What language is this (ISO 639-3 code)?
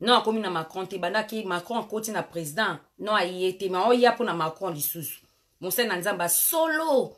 lin